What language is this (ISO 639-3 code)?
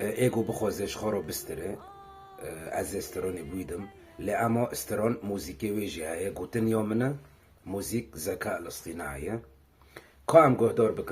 kur